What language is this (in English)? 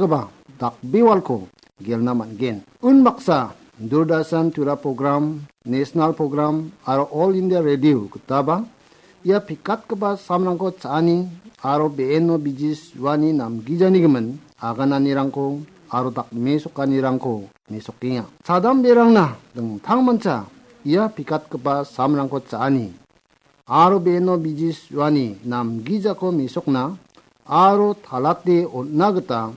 Garo